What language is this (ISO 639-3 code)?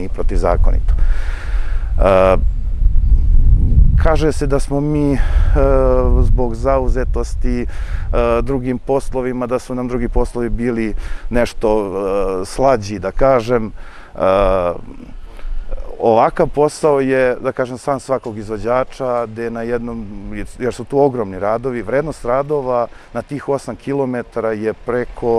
srp